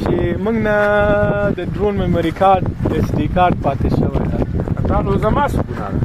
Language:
Pashto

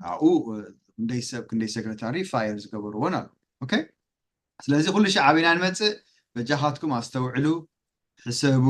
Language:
Tigrinya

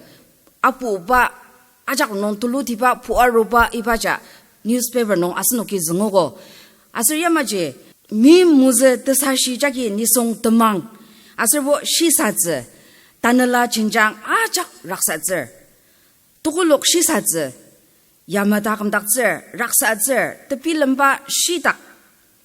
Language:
Ao Naga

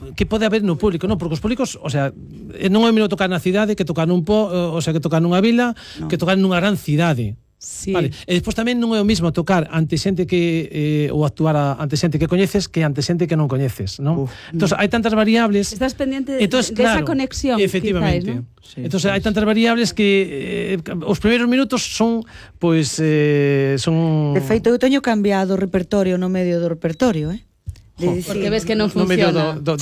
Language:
Galician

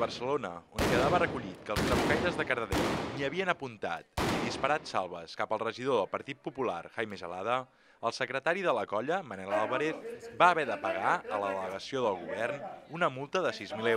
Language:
Catalan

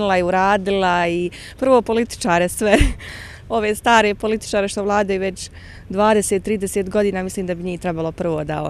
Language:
Bosnian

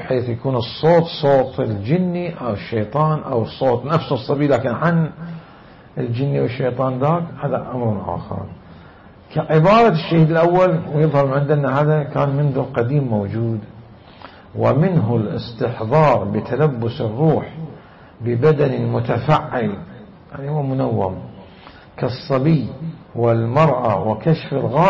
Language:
Mesopotamian Arabic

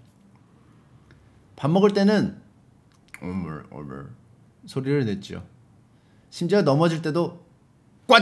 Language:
Korean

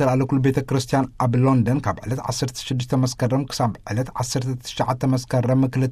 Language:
Tigrinya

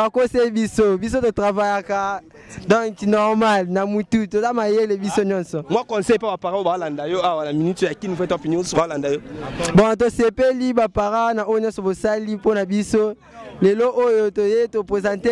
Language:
Lingala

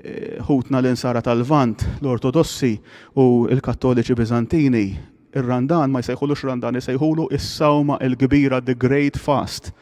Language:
Maltese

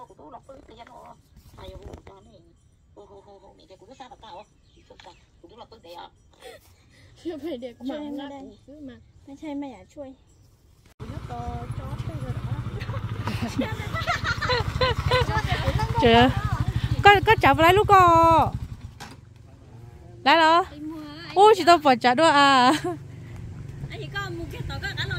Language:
Vietnamese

